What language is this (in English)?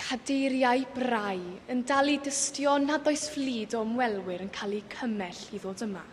Welsh